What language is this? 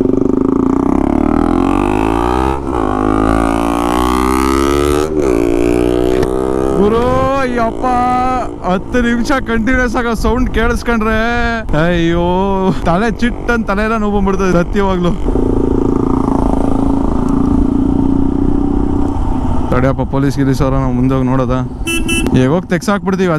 Kannada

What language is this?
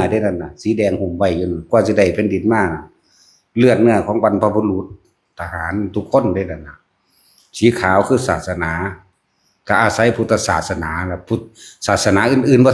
Northeastern Thai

